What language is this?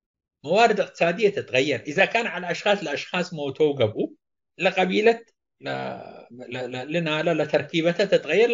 Tigre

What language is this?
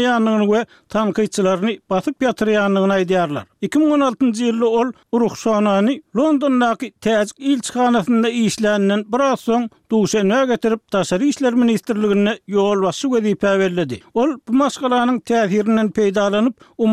Turkmen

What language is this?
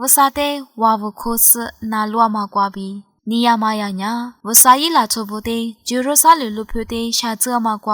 Lisu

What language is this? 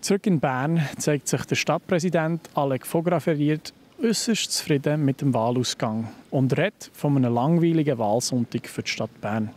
Swiss German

